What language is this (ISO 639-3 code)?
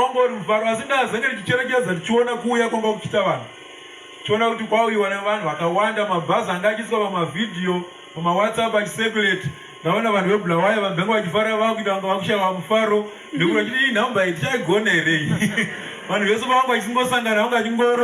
sna